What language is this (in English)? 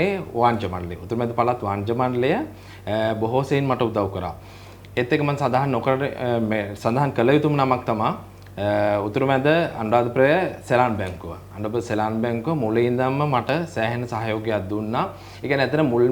Sinhala